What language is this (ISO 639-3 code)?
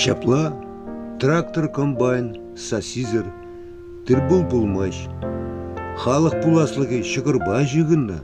chv